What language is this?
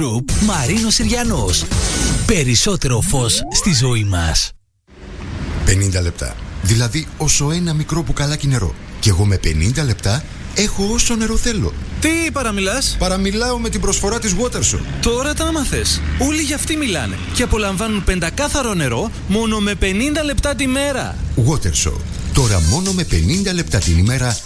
Greek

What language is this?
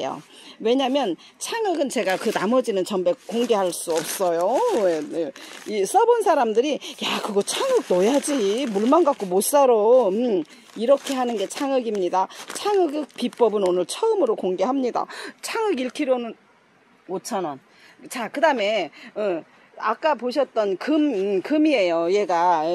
Korean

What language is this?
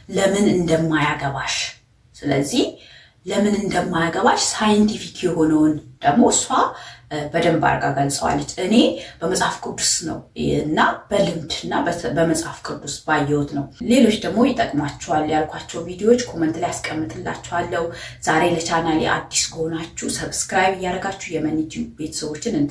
Amharic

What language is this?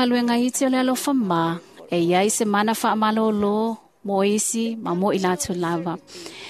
Samoan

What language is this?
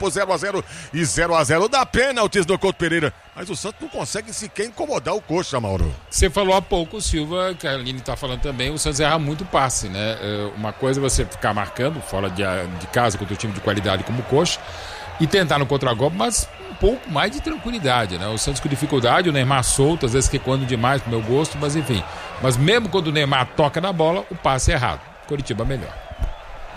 Portuguese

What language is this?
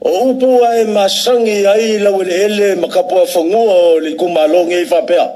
Samoan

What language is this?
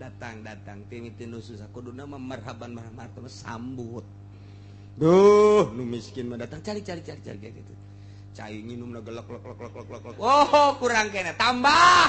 Sundanese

